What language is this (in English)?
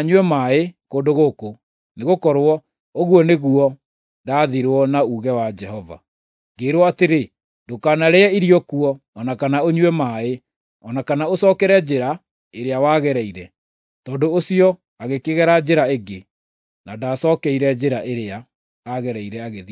Kikuyu